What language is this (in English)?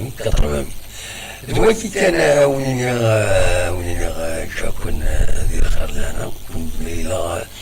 Kabyle